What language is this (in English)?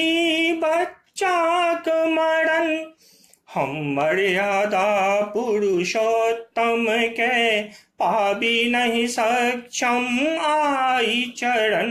Maithili